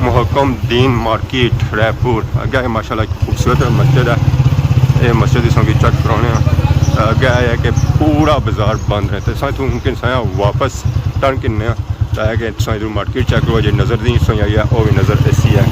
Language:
Pahari-Potwari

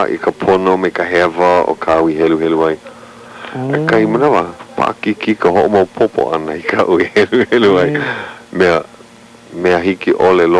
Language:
Hawaiian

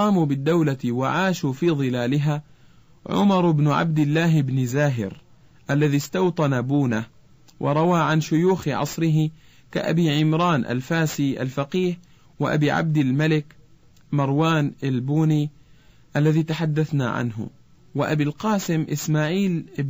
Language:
Arabic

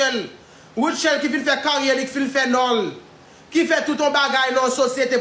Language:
Haitian Creole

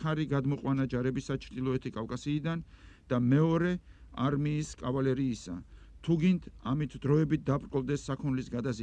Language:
Georgian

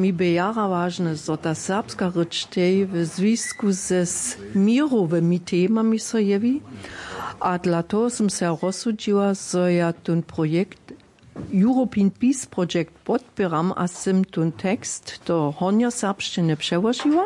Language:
Upper Sorbian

